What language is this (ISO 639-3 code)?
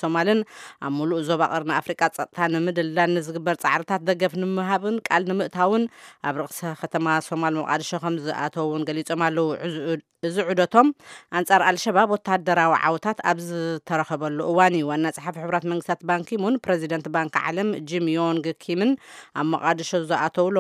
tir